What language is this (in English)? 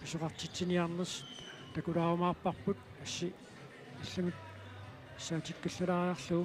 Kalaallisut